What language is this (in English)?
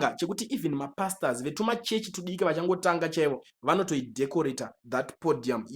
Shona